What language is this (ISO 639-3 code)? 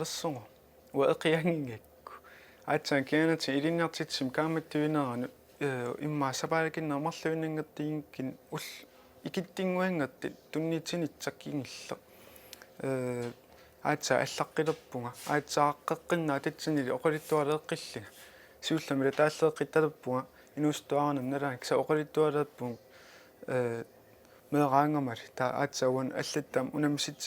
kal